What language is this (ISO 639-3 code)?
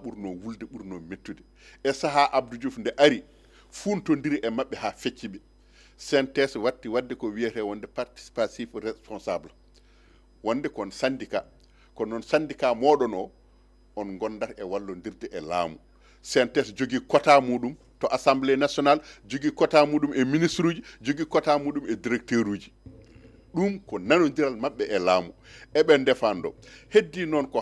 ful